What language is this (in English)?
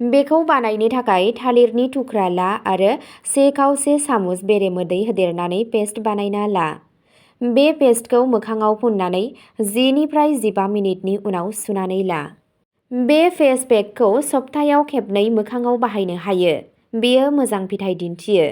Bodo